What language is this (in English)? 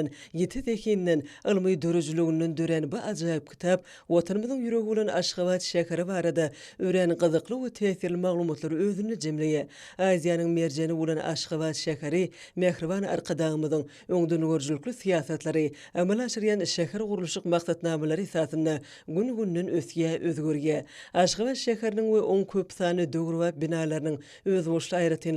Turkmen